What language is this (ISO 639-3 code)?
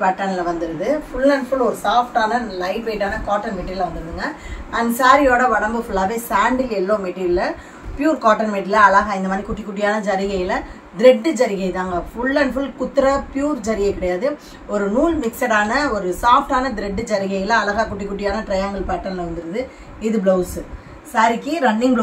tam